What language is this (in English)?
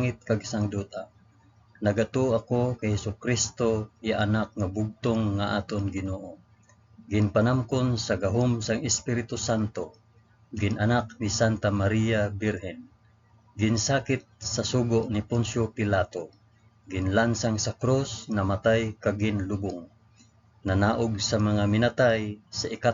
Hiligaynon